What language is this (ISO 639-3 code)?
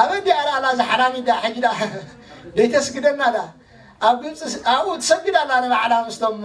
tir